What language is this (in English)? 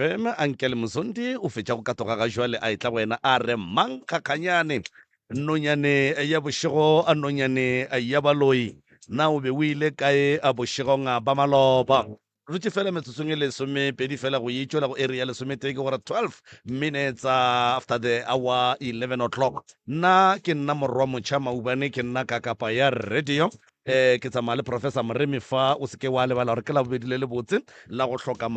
Northern Sotho